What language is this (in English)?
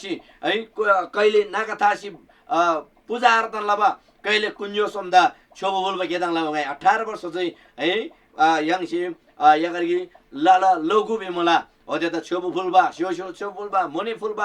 Eastern Tamang